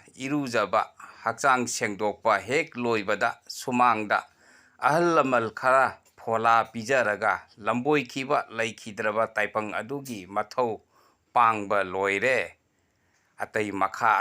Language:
Manipuri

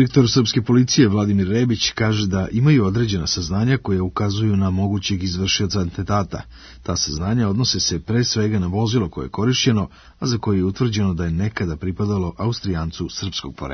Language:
Serbian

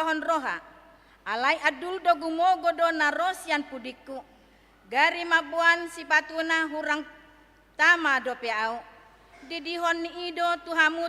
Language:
Batak Toba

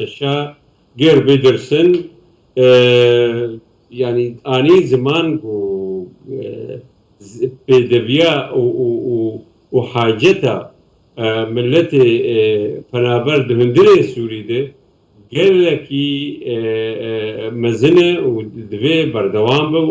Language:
Kurdish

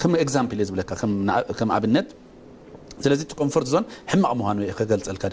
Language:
Tigrinya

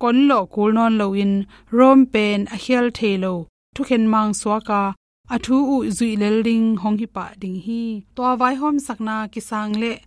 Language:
Tedim Chin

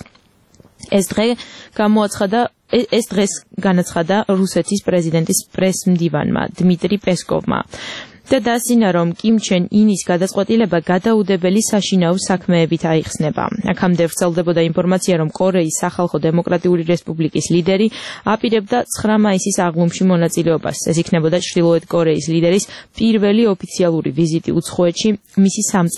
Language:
Georgian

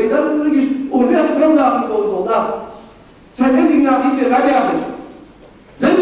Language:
Ingush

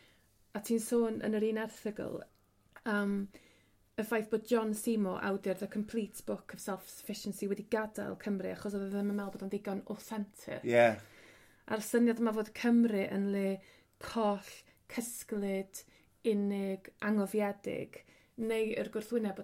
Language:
Welsh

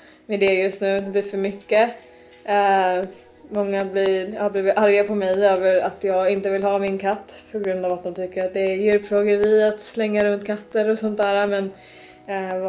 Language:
Swedish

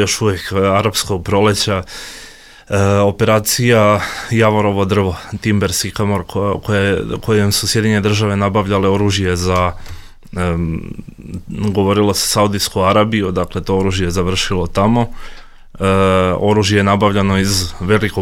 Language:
Bosnian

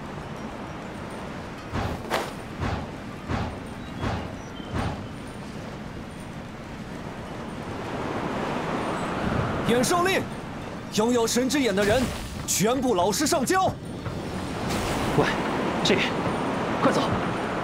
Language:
Chinese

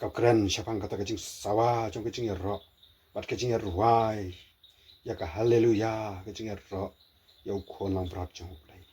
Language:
Khasi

